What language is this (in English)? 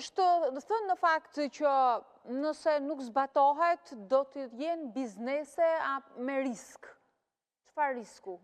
Albanian